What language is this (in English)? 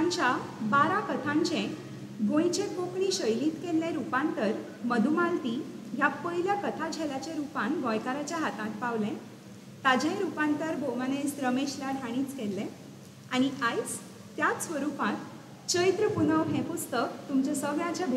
Konkani